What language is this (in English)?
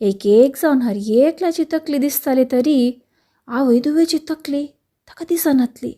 Konkani